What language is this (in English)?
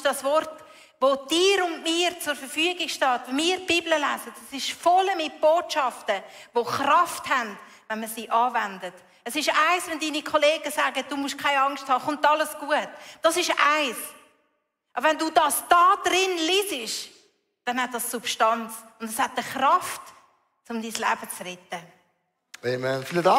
Swiss German